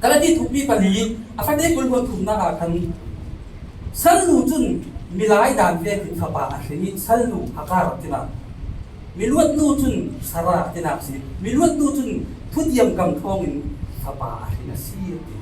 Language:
Falam Chin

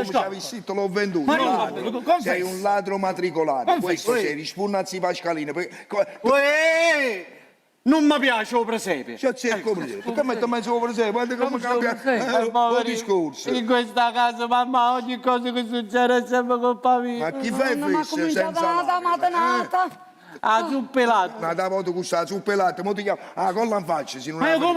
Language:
Neapolitan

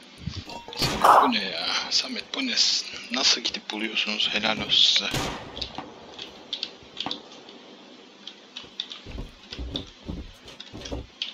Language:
Turkish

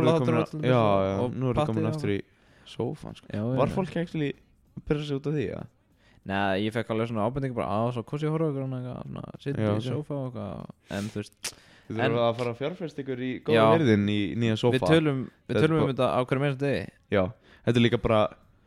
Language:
Icelandic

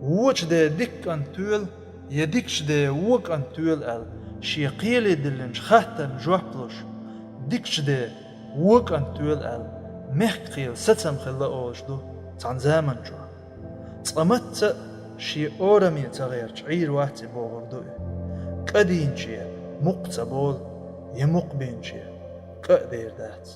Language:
Chechen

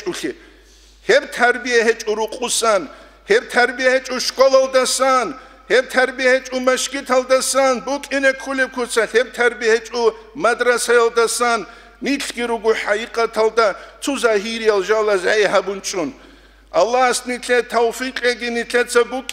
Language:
Avaric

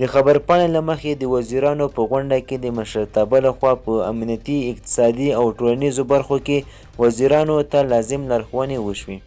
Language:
Pashto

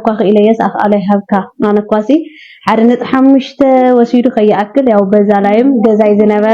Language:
Tigrinya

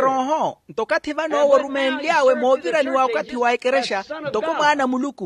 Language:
Makhuwa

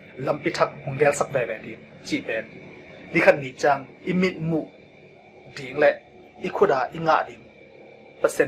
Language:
Tedim Chin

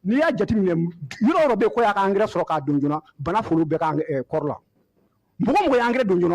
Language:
Bambara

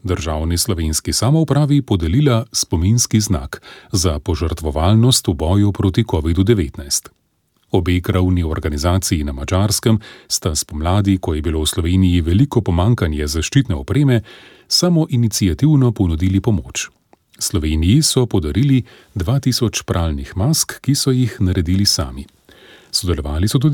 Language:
Slovenian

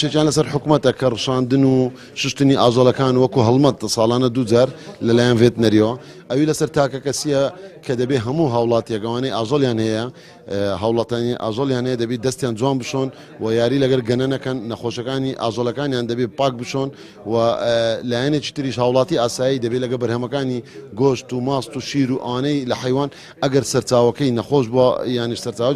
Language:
Central Kurdish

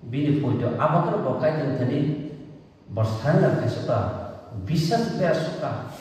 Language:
Kok Borok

